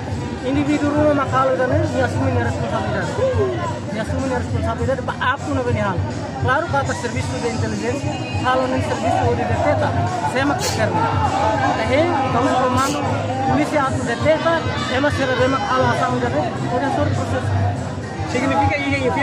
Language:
Tetum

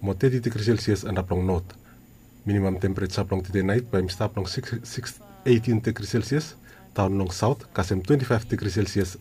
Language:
Bislama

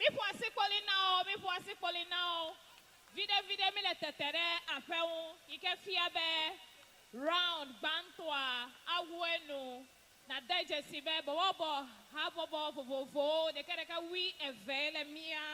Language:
Ewe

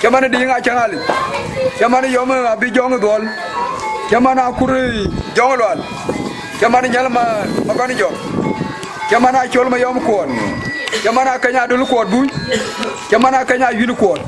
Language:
Dinka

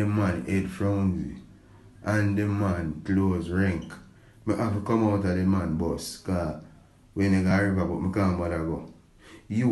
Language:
Jamaican Creole English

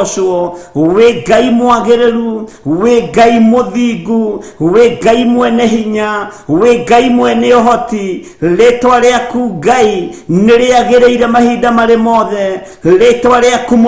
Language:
Kikuyu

